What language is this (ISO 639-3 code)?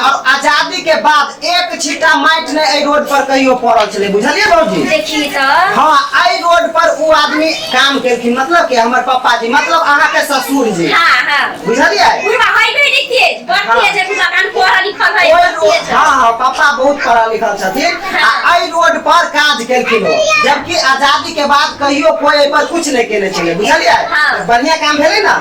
mai